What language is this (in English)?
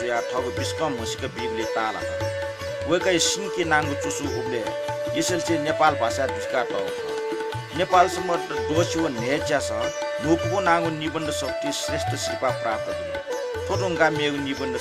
Newari